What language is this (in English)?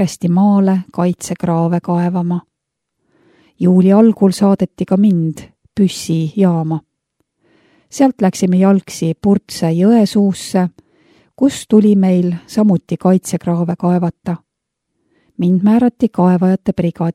Estonian